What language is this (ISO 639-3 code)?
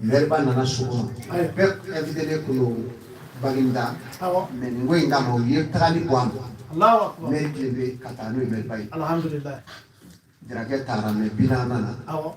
bam